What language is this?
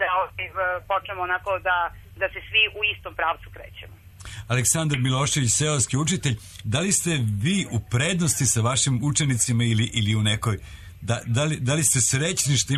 Serbian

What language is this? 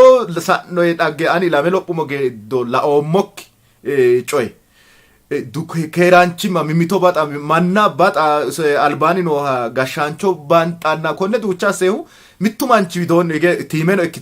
Sidamo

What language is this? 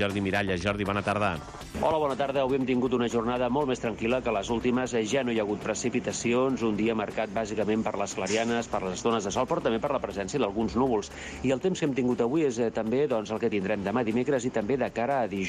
Catalan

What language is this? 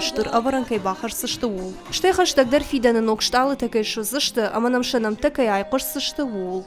Ossetic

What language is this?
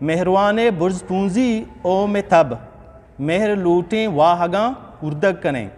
Eastern Balochi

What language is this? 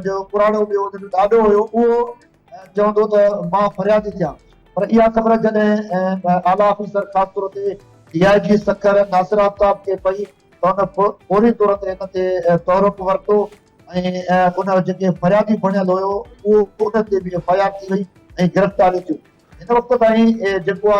Sindhi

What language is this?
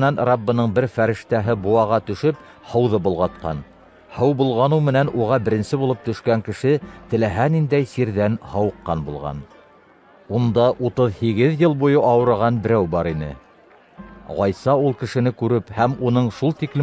Bashkir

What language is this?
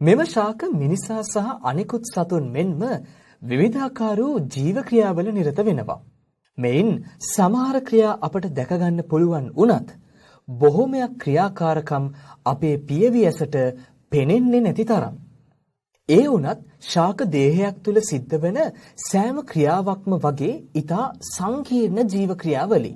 Sinhala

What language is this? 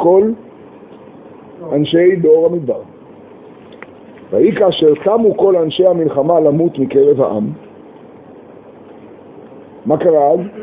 Hebrew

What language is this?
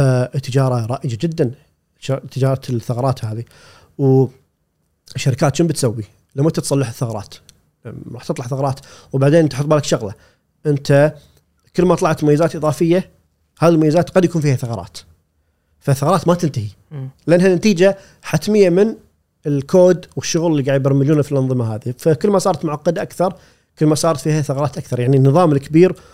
Gulf Arabic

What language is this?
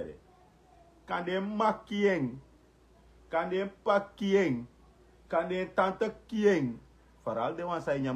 Sranan Tongo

